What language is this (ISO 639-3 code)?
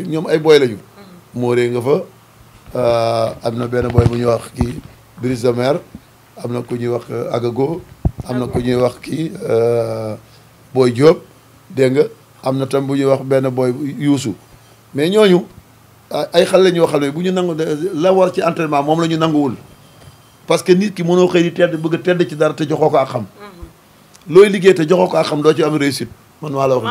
wol